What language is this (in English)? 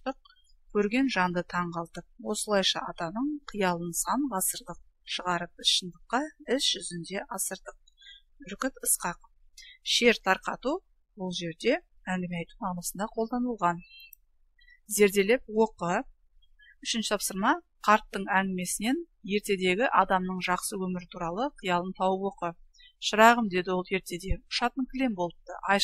Kazakh